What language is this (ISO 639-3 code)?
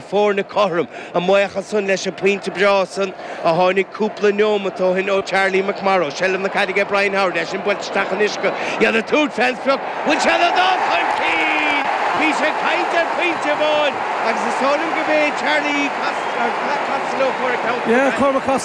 gle